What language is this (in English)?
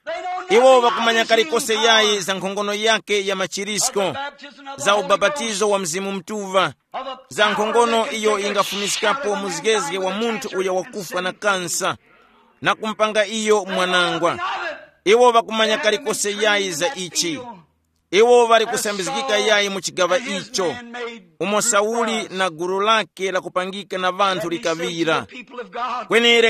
Tumbuka